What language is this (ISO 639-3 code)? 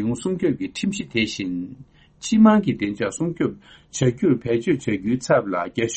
bod